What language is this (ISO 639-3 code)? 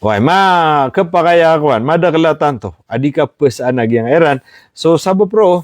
mrw